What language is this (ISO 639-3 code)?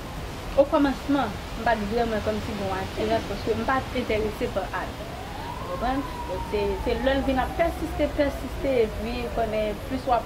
hat